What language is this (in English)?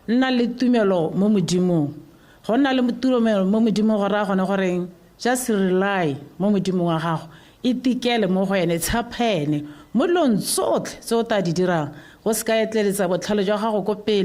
Tswana